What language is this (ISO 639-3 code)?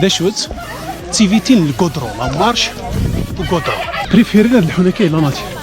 kab